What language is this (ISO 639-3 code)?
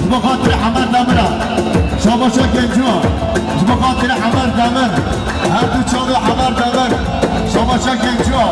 kur